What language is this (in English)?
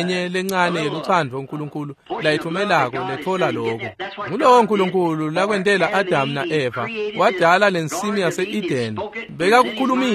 Swati